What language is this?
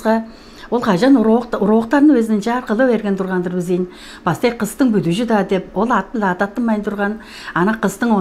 Tuvinian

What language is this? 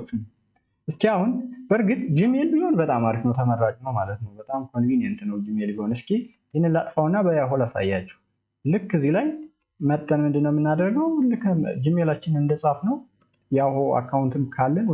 Amharic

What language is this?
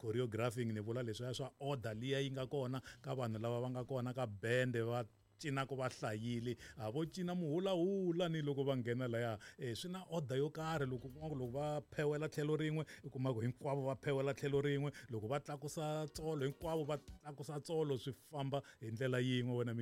Tsonga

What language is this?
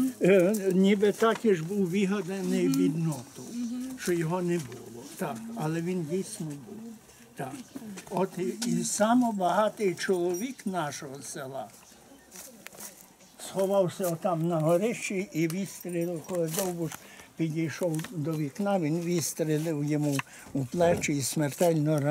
Ukrainian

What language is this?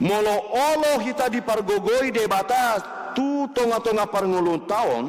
Batak Toba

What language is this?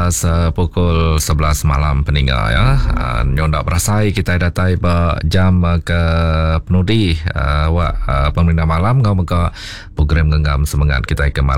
Iban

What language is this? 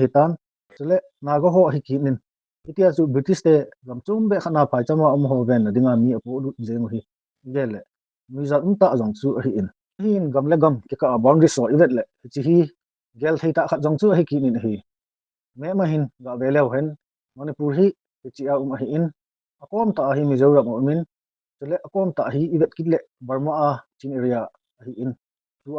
Thado Chin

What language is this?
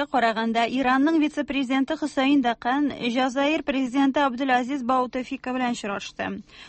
Tatar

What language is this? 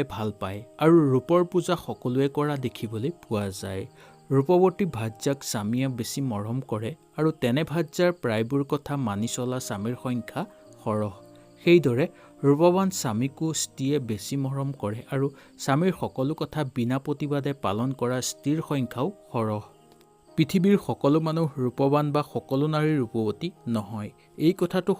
Assamese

